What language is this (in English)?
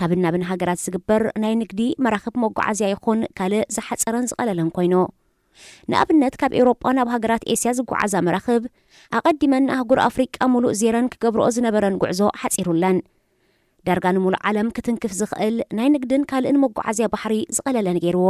Tigrinya